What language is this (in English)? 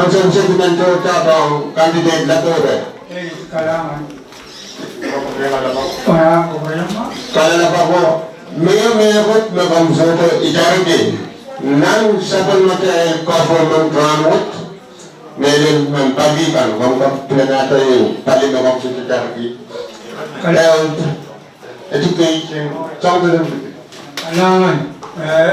Pohnpeian